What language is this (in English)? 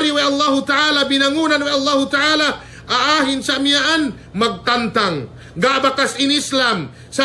Yakan